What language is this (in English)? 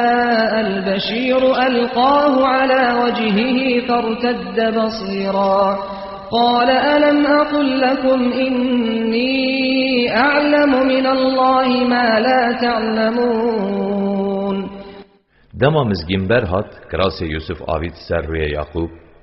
Kurdish